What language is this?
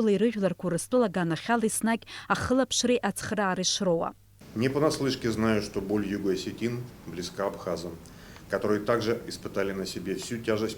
Abkhazian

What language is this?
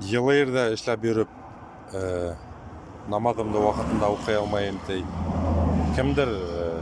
Bashkir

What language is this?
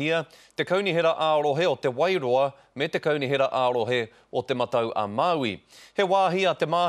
Māori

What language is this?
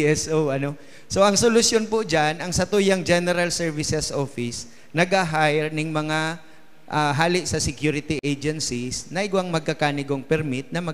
Bikol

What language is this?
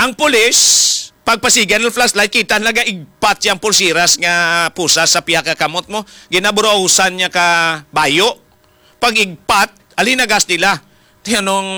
Hiligaynon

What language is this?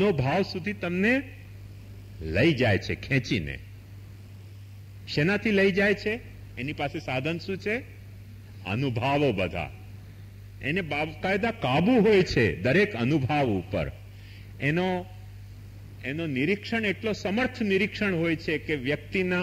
Gujarati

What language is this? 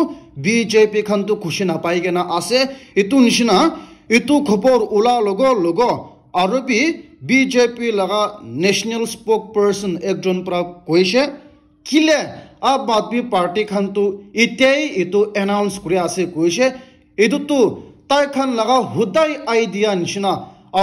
Naga Pidgin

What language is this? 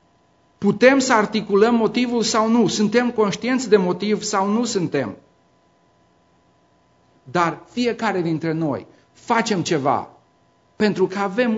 Romanian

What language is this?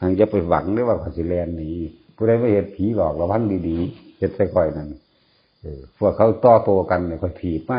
Northeastern Thai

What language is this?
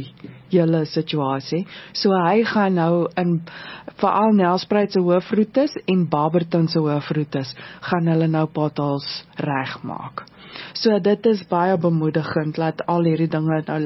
Afrikaans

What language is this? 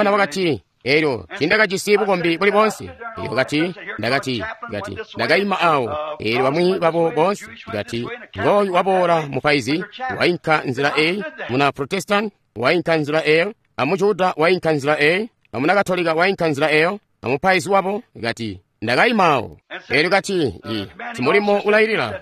Tonga (Zambia)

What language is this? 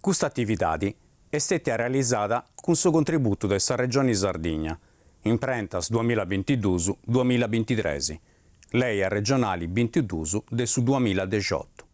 Sardinian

